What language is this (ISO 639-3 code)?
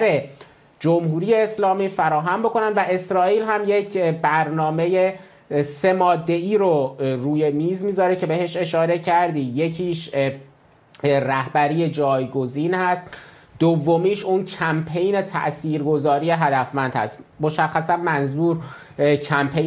fas